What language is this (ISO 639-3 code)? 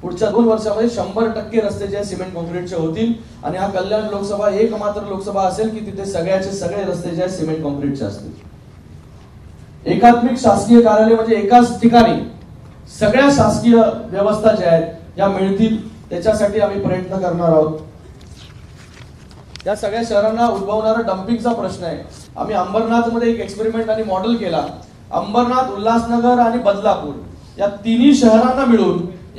mar